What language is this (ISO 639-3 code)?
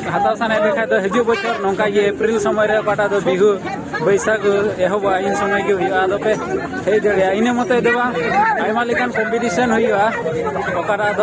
sat